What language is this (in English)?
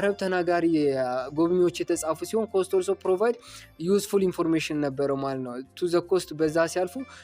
Amharic